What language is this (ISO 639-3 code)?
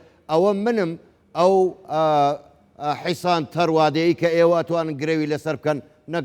ckb